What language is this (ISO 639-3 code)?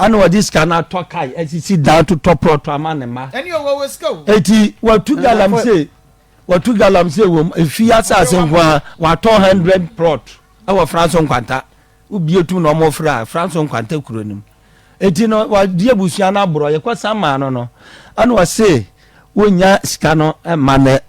aka